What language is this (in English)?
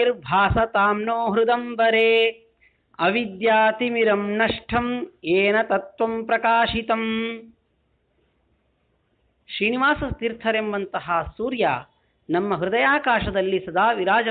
Kannada